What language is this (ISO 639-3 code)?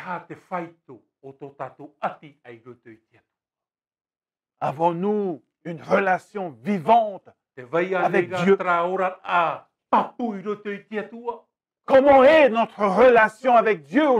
tah